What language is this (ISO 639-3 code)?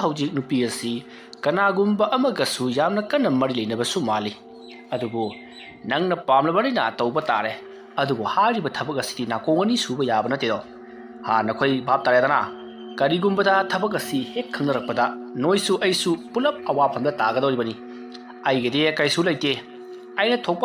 mni